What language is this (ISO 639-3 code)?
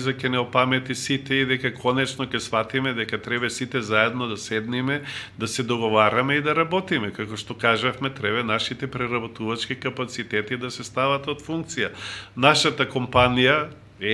mkd